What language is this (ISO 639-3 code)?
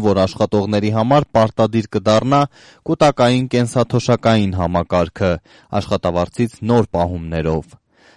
hye